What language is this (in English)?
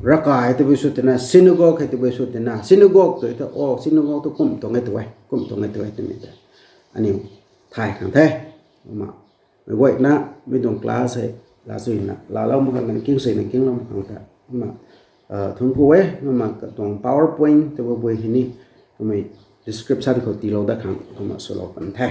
Rongmei Naga